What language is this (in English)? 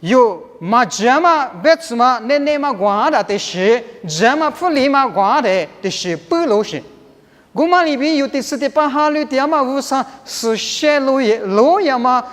Lisu